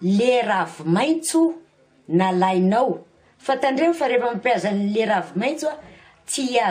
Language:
Malagasy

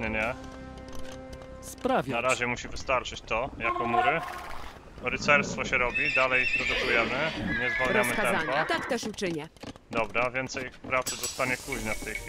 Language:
Polish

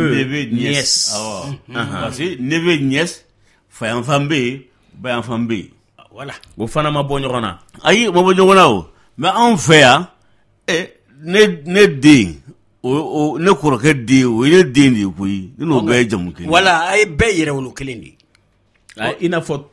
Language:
Bambara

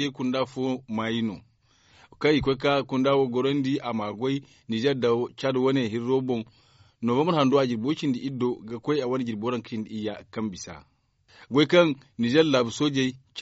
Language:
Zarma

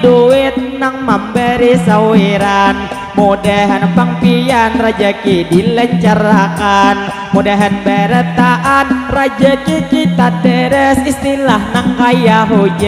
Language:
Banjar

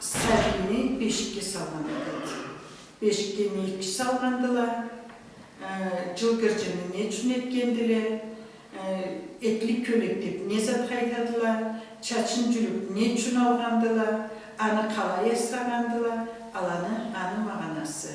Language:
Karachay-Balkar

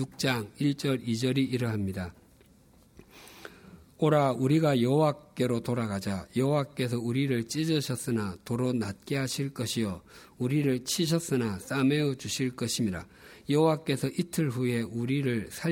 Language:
Korean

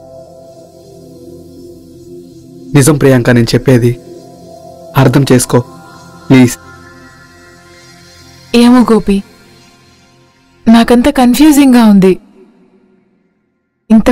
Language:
Telugu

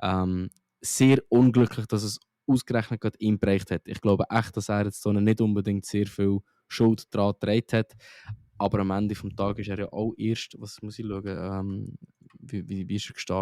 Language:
Swiss German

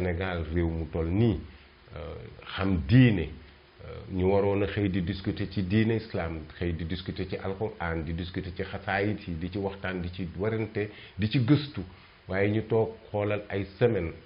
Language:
Wolof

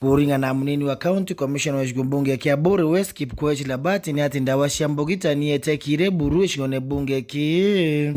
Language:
Meru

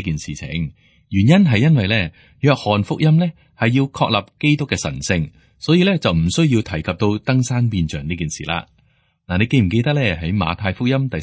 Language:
Cantonese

